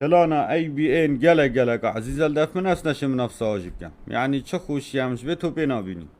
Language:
Kurdish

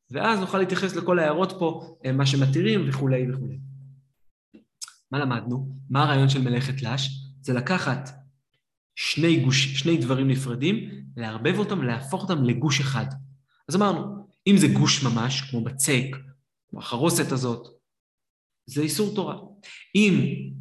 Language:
Hebrew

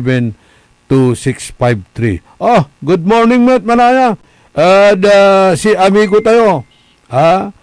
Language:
Pangasinan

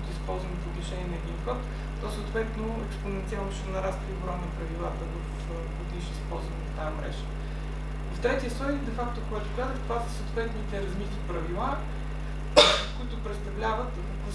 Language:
Bulgarian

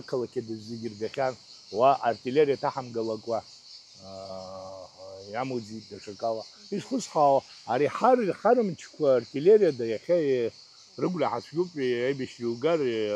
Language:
Abkhazian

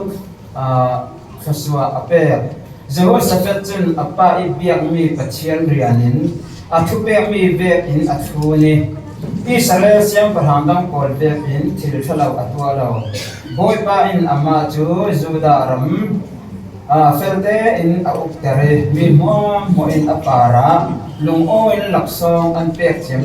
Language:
Falam Chin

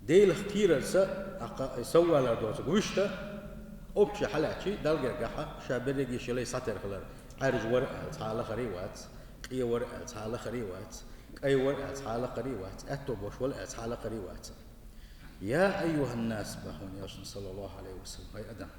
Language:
Chechen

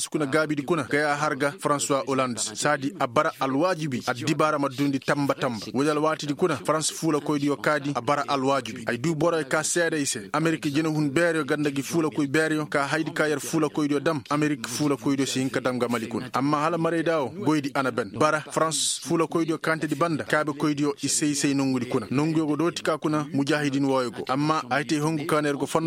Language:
Koyraboro Senni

